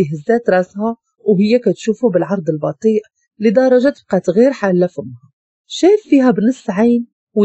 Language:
Moroccan Arabic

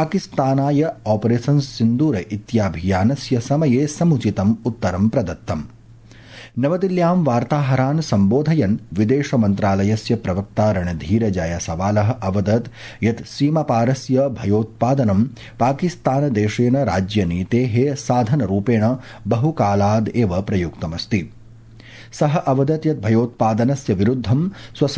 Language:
Sanskrit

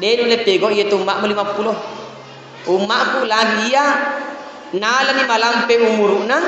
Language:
Buginese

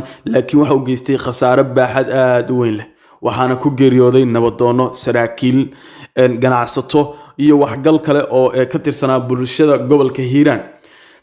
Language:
Somali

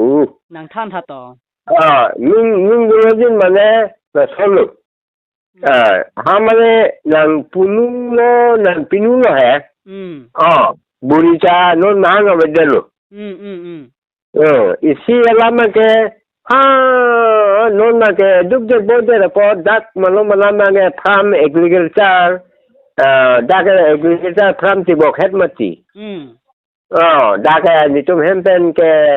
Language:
Karbi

